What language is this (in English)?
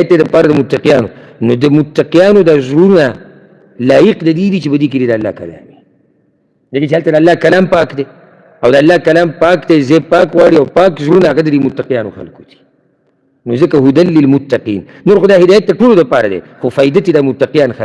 Pashto